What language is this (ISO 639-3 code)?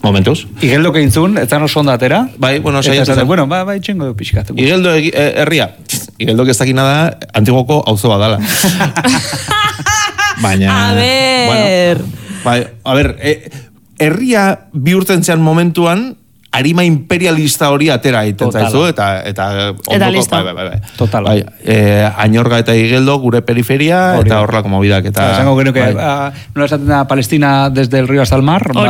eus